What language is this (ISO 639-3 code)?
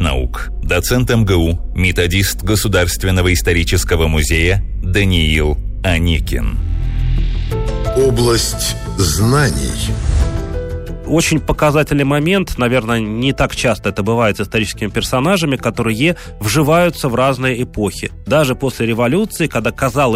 rus